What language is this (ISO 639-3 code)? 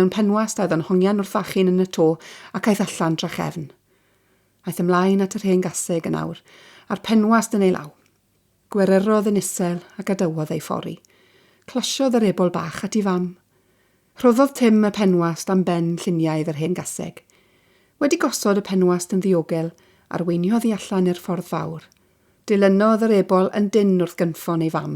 cym